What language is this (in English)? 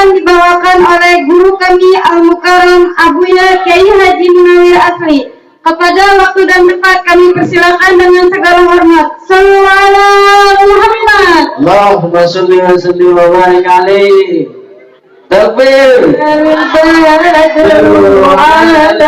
Betawi